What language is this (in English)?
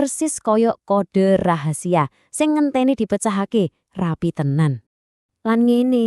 Javanese